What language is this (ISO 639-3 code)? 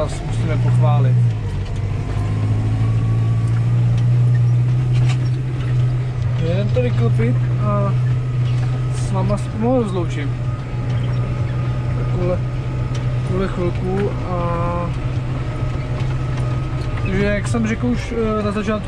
ces